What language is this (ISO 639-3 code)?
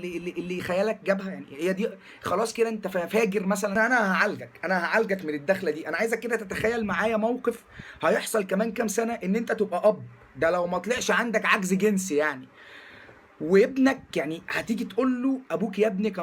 arz